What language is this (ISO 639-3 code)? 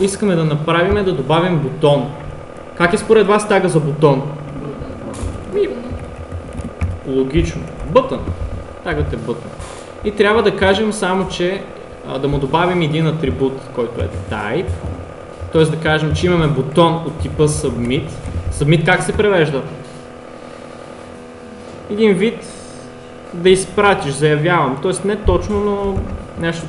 bul